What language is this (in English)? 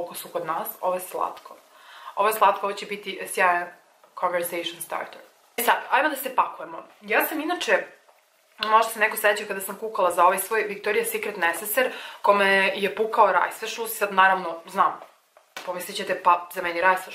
Serbian